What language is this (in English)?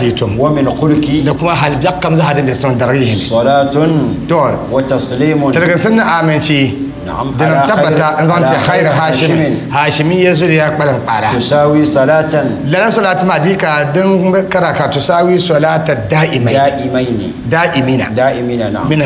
Dagbani